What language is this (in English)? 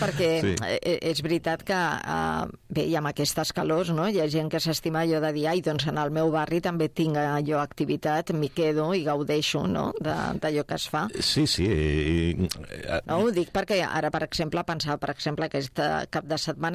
Catalan